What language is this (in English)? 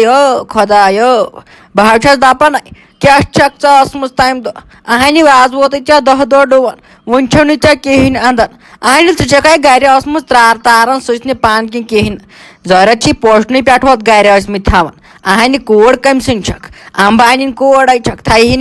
Kashmiri